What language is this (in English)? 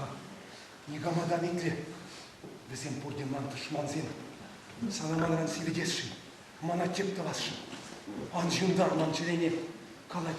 Chuvash